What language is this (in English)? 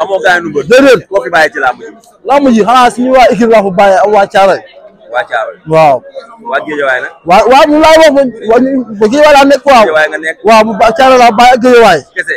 Wolof